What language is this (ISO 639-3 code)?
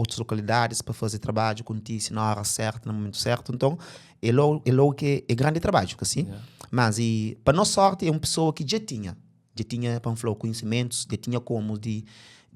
kea